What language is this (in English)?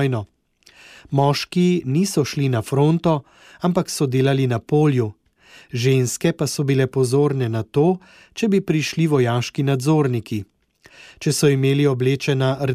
Slovenian